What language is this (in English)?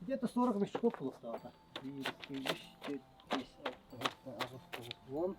Yakut